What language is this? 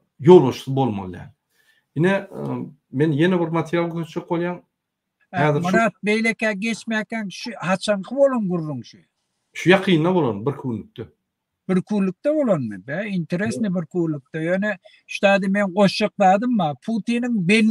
Turkmen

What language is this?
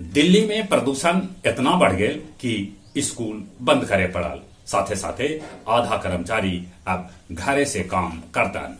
Magahi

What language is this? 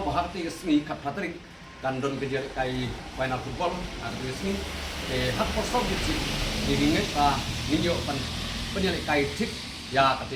Khasi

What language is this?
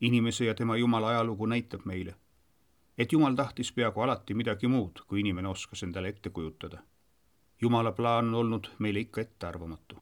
Estonian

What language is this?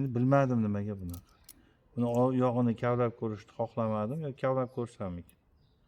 Uzbek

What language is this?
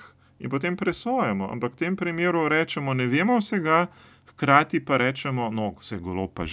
Slovenian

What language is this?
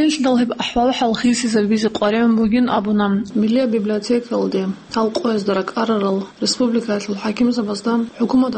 Avaric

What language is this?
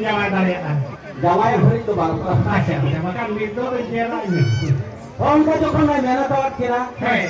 Santali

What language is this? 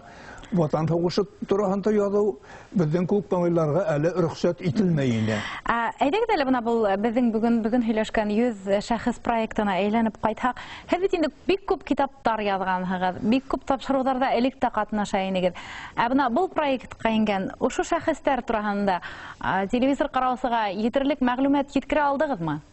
Bashkir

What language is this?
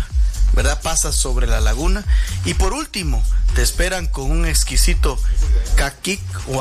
Spanish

